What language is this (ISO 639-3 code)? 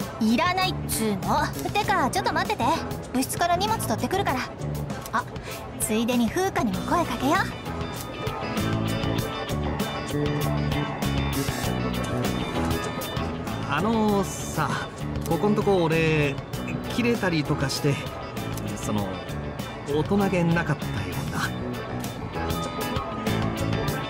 jpn